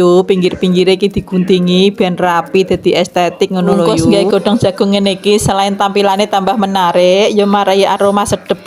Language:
Javanese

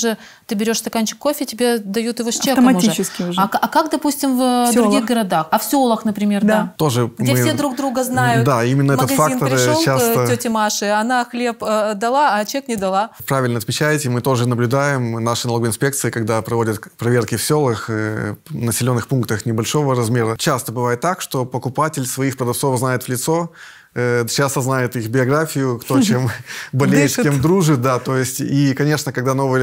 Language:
Russian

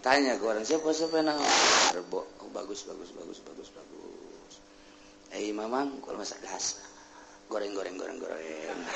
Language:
Sundanese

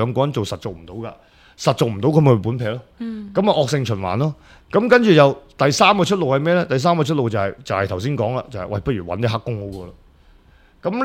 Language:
Cantonese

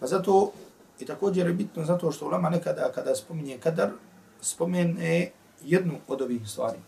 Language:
Bosnian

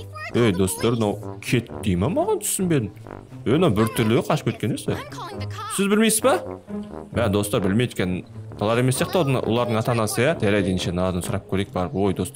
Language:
Kazakh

